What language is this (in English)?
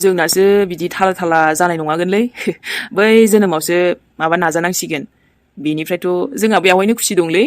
Bodo